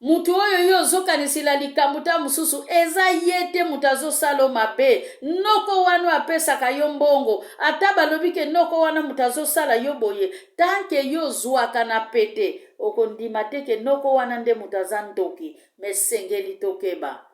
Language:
Lingala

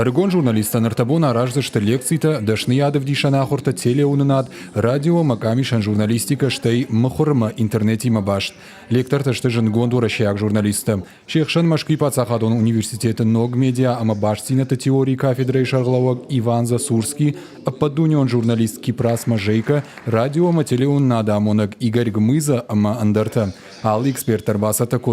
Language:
Ossetic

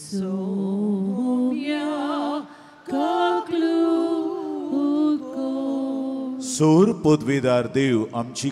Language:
Konkani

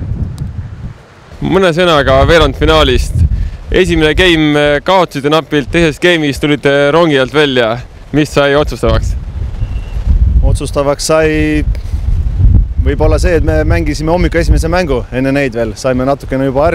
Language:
Estonian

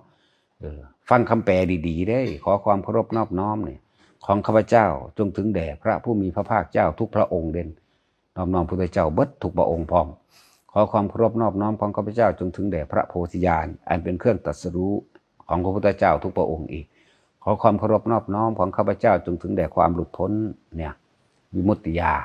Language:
Northeastern Thai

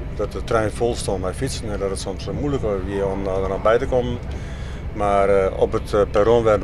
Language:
Western Frisian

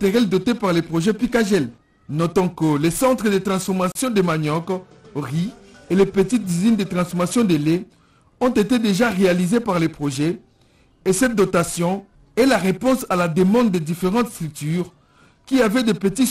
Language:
French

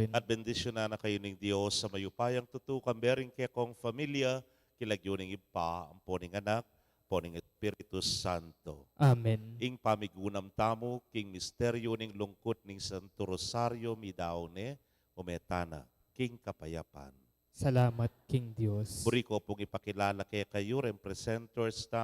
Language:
Pampanga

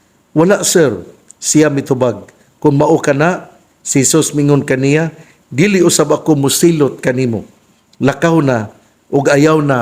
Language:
Cebuano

